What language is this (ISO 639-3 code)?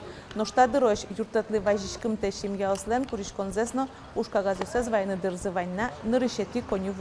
udm